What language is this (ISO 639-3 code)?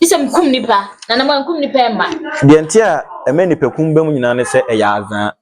aka